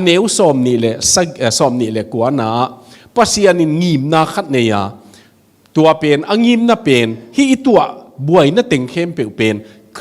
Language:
Tedim Chin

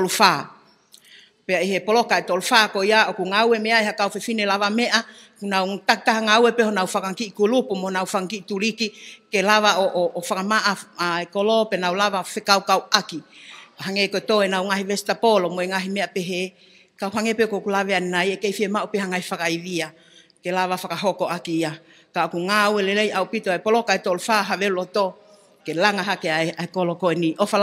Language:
Tongan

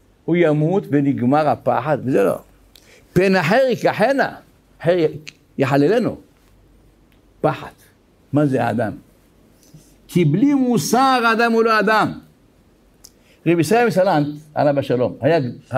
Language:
Hebrew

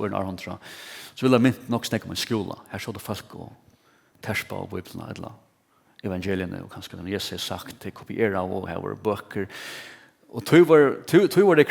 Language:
Faroese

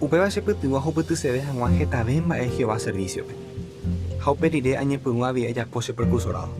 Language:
Guarani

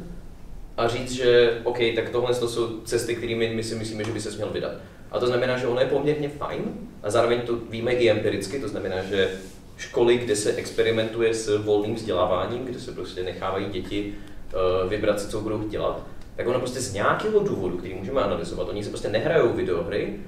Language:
Czech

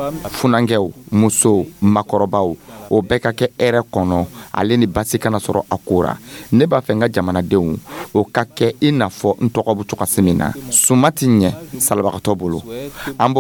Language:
Dyula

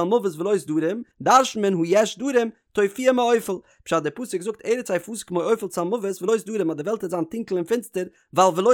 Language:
Yiddish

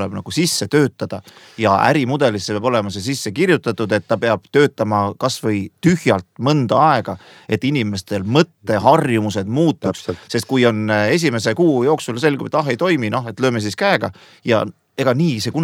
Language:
Estonian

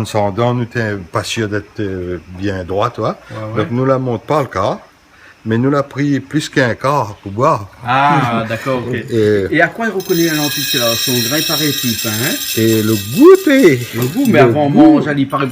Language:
Réunion Creole French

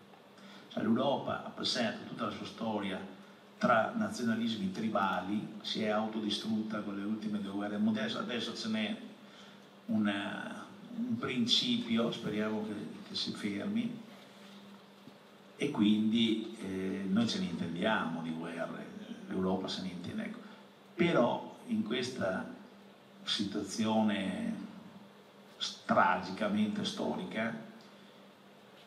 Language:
Italian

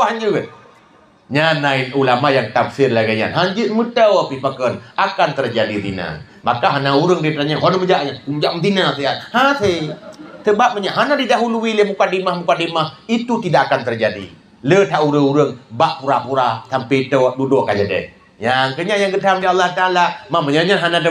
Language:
Achinese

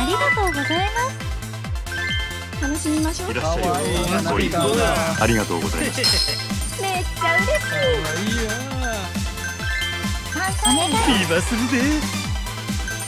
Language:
Japanese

